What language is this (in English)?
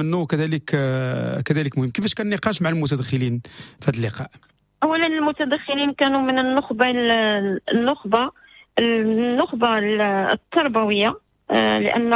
Moroccan Arabic